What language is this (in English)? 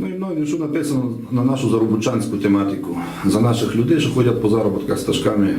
Rusyn